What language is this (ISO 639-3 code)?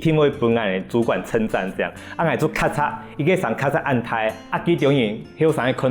hak